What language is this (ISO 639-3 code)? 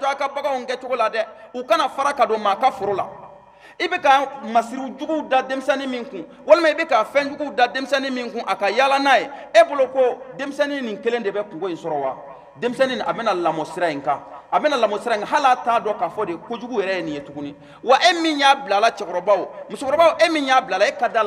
bam